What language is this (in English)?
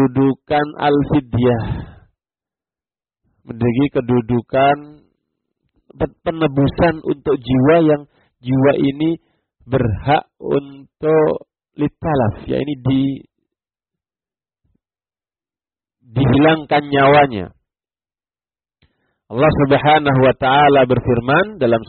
Indonesian